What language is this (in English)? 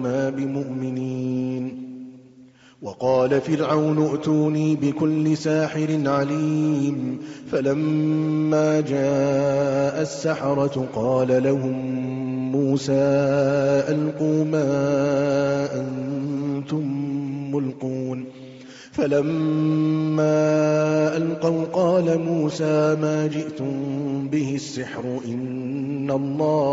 Arabic